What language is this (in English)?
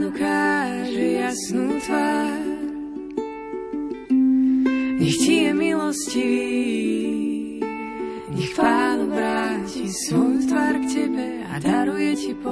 Slovak